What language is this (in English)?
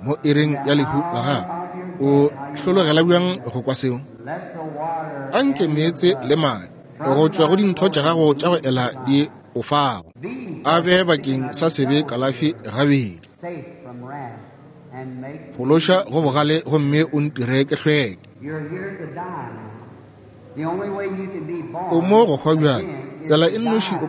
Northern Sotho